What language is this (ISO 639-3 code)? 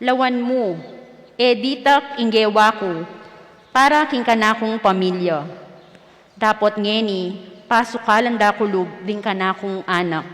pam